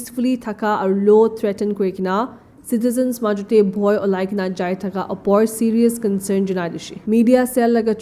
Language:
Naga Pidgin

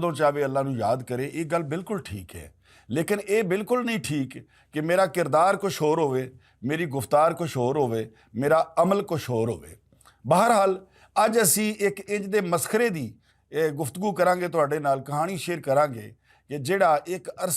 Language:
Western Panjabi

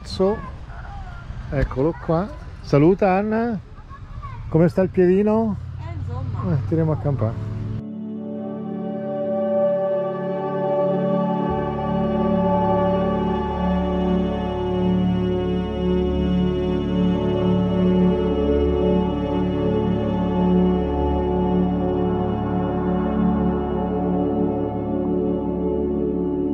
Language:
Italian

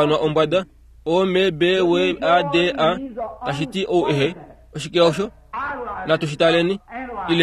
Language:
Kuanyama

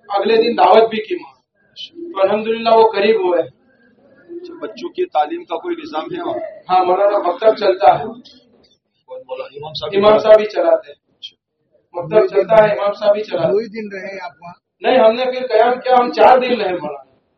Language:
Urdu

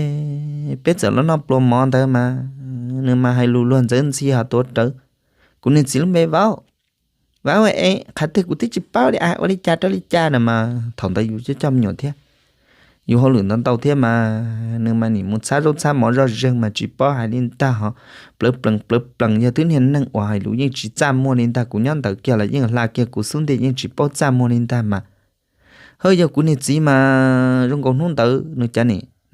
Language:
Hmong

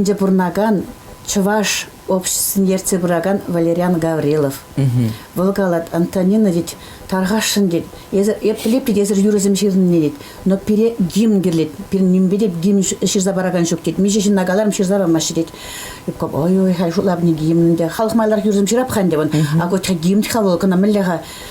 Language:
Chuvash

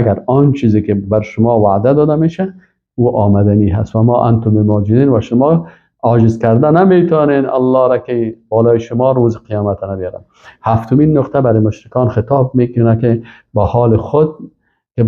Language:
Persian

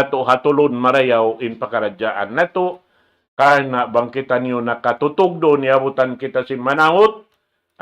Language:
Tausug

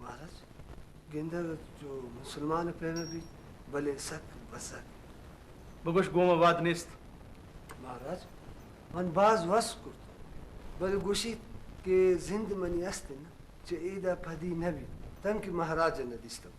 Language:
Eastern Balochi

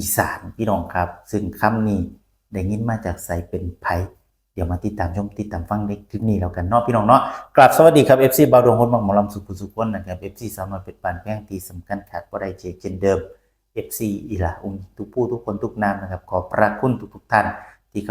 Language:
Northeastern Thai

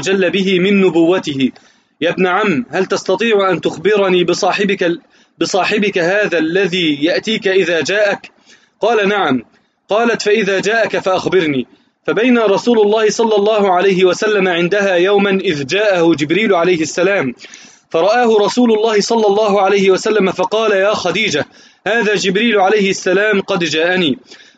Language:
Arabic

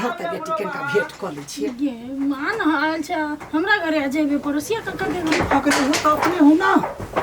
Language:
Maithili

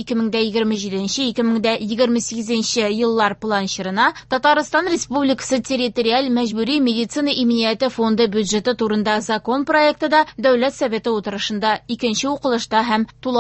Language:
Tatar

